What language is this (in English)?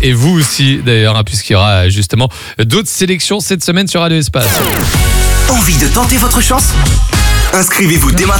French